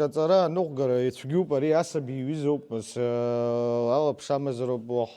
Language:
Abkhazian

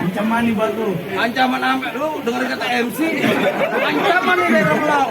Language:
Betawi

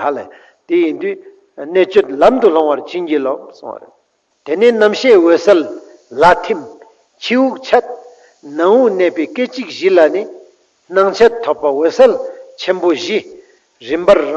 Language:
Ladakhi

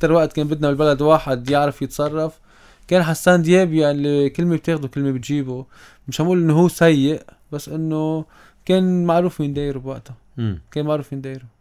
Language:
North Levantine Arabic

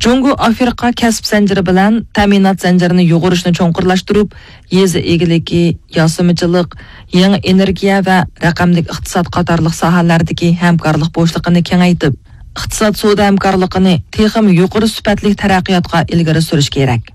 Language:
Uyghur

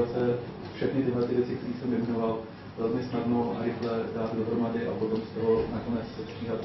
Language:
Czech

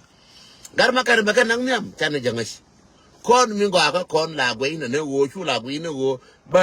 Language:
Nuer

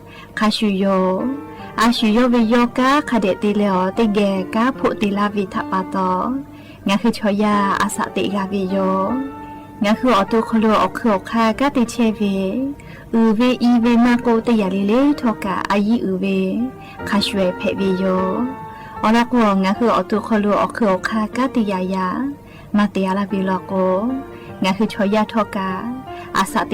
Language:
Lahu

